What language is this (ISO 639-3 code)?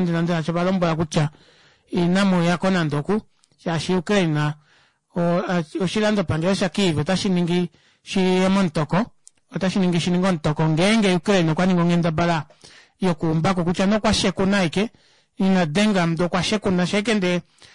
kua